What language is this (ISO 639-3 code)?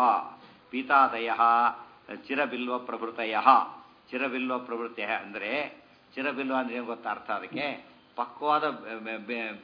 kan